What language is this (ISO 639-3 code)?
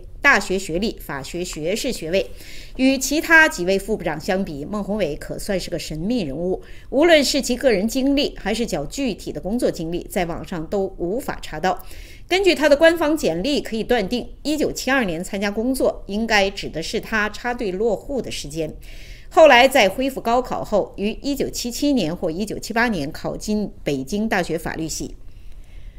zho